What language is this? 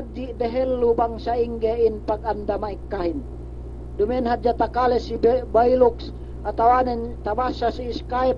Yakan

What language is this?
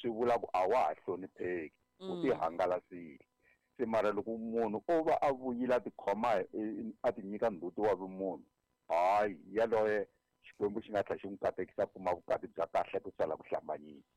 Tsonga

